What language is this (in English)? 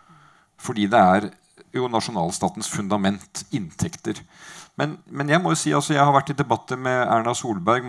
Norwegian